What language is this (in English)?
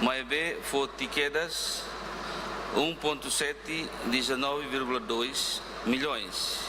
Tetum